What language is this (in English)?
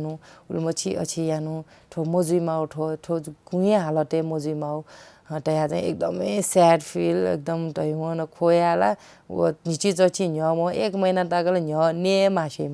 Newari